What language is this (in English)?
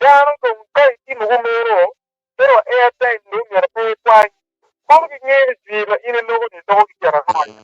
Acoli